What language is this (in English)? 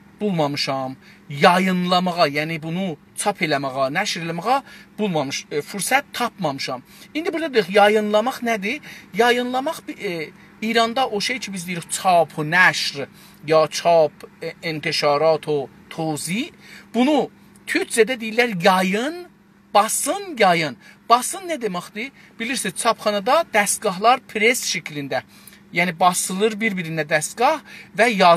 South Azerbaijani